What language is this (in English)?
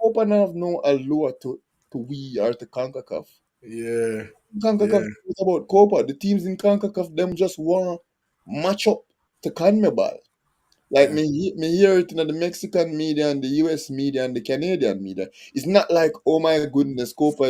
Jamaican Creole English